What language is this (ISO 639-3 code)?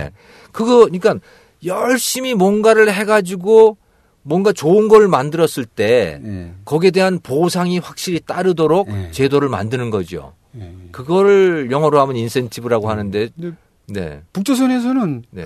kor